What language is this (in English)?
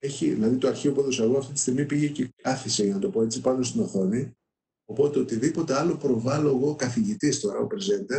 Greek